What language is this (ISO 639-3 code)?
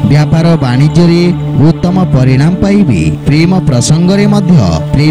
ori